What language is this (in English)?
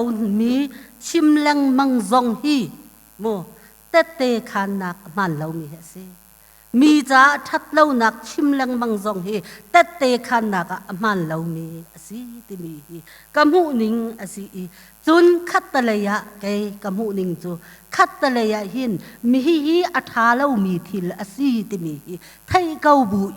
Hakha Chin